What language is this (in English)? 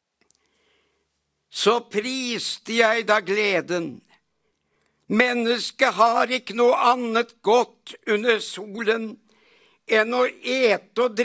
Norwegian